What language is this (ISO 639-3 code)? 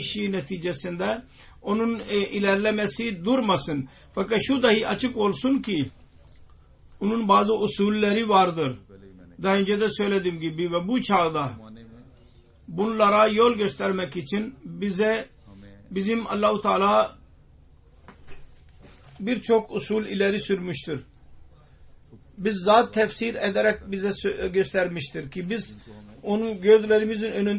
tur